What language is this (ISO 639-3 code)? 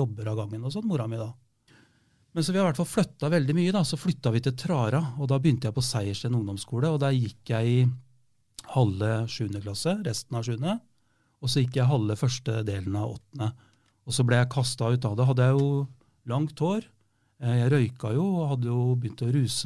nor